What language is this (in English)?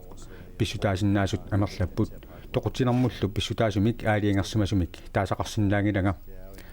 Kalaallisut